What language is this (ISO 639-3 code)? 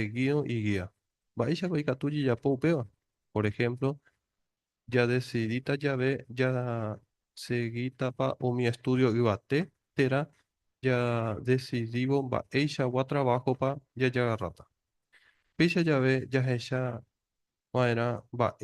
grn